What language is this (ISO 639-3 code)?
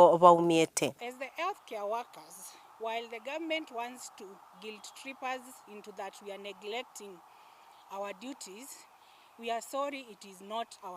guz